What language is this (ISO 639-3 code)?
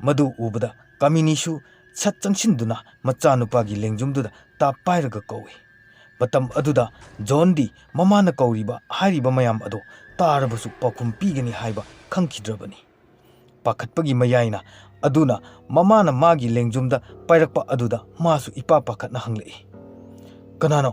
mni